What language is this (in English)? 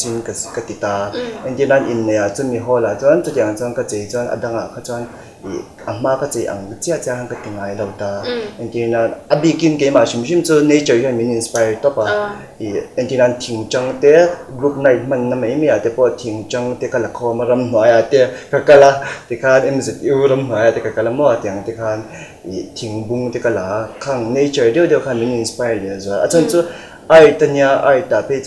Mizo